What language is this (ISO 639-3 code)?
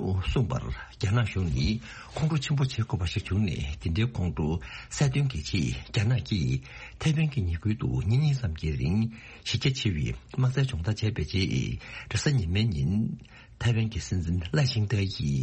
bod